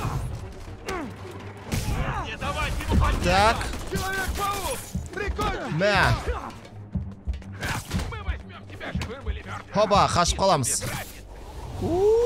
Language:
Kazakh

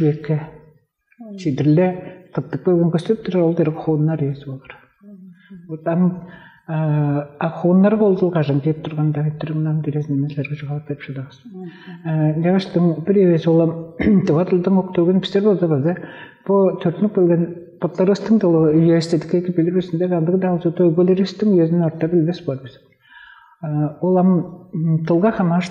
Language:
Tuvinian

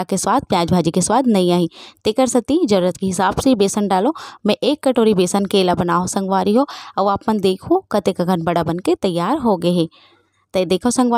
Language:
Chhattisgarhi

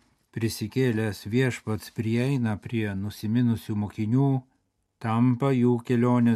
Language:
Lithuanian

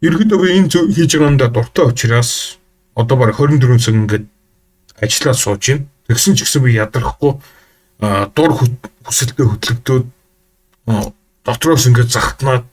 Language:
Mongolian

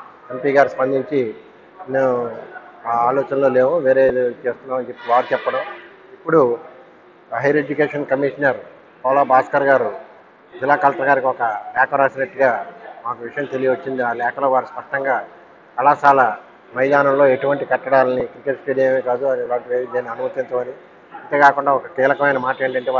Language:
Telugu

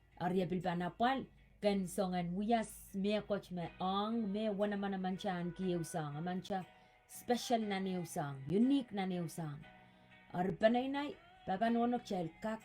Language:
Pohnpeian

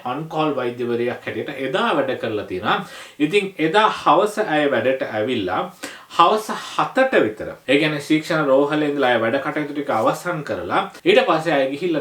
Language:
Sinhala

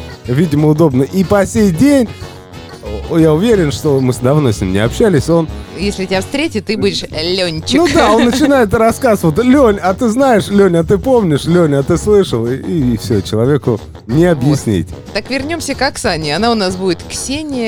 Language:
Russian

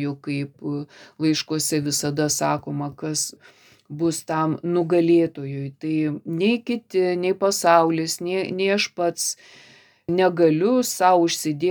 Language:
Lithuanian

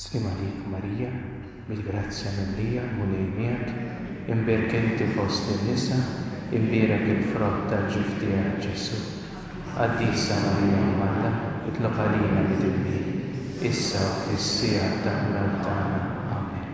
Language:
Maltese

